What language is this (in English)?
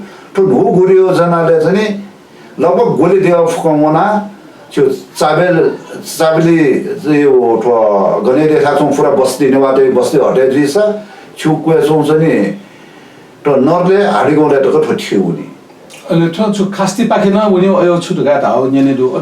Newari